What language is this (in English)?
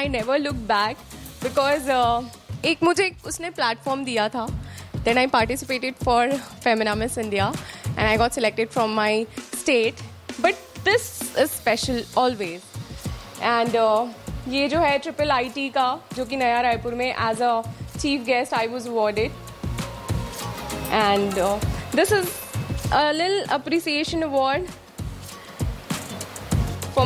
Hindi